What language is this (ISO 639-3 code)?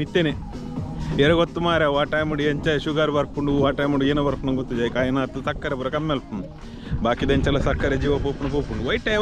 tcy